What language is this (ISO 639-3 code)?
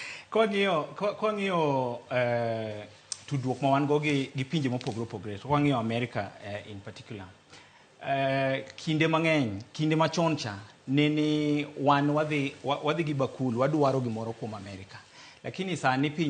luo